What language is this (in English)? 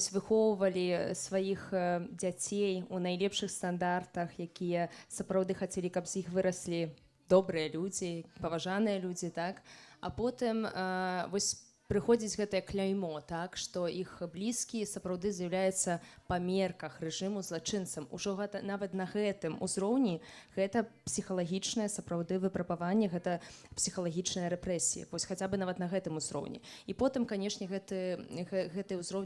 Belarusian